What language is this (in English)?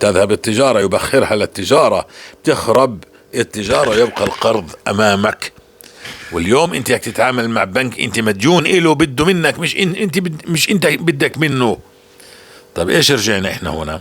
North Levantine Arabic